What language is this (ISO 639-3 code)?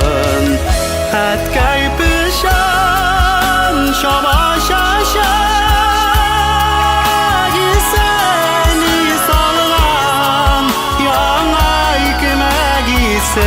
bak